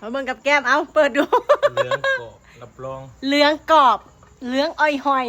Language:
Northeastern Thai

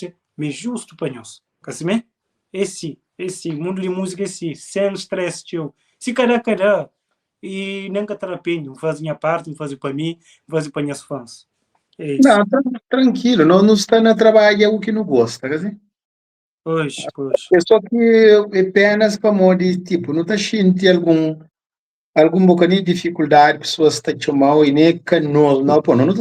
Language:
Kabuverdianu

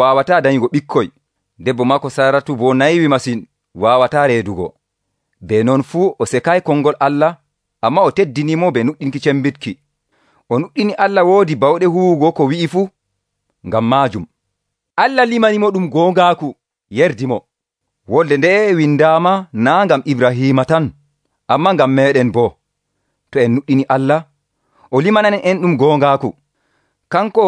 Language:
Nigerian Fulfulde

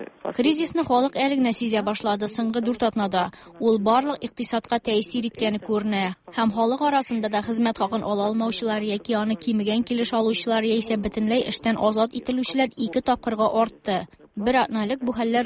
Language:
Tatar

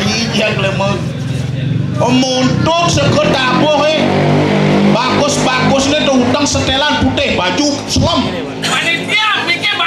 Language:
Balinese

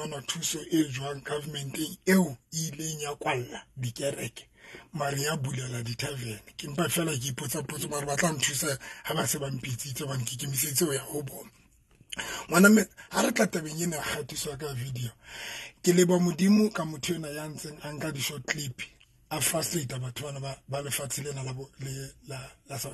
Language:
Southern Sotho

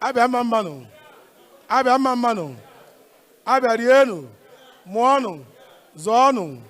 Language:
Igbo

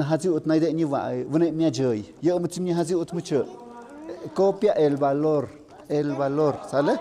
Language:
Tlahuitoltepec Mixe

